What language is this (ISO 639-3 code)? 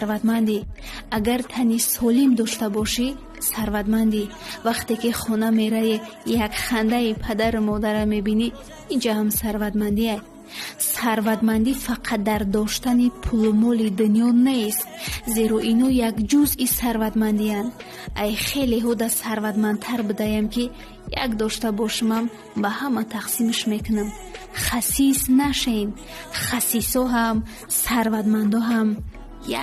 tgk